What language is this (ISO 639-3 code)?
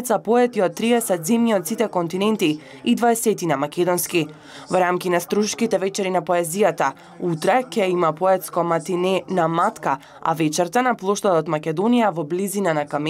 mkd